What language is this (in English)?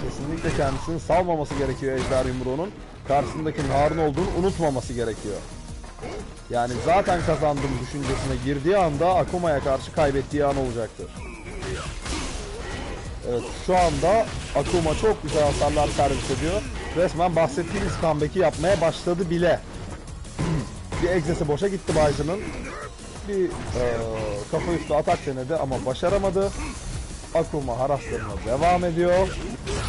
Turkish